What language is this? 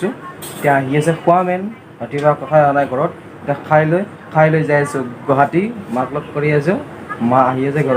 Assamese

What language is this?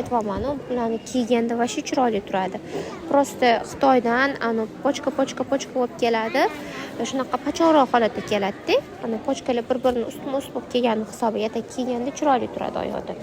Uzbek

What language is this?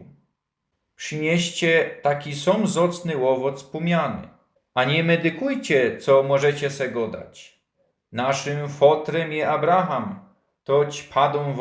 Silesian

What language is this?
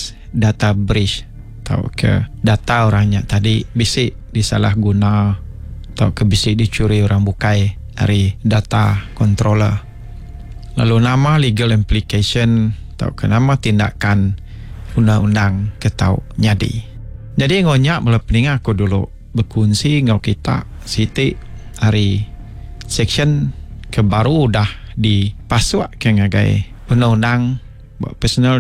Iban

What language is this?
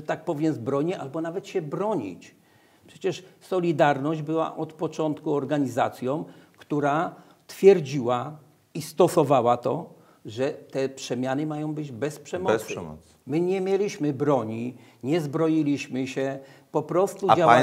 Polish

